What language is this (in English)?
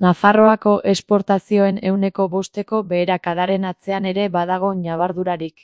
Basque